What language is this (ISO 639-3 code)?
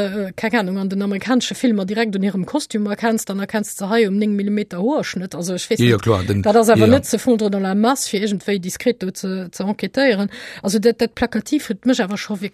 ltz